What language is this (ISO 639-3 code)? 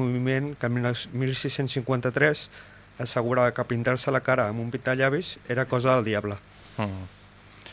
cat